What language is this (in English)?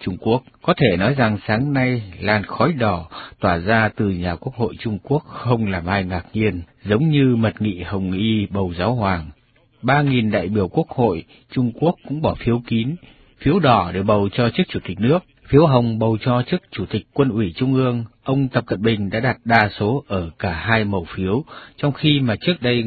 Vietnamese